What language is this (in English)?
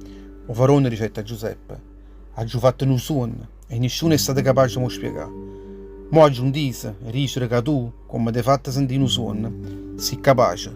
Neapolitan